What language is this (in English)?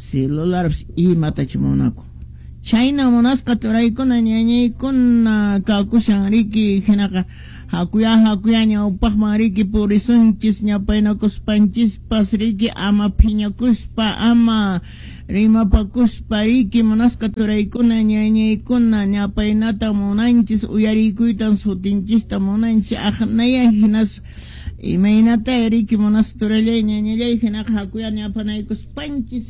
Quechua